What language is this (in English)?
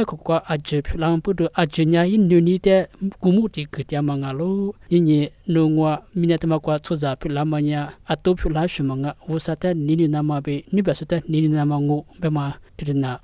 Lisu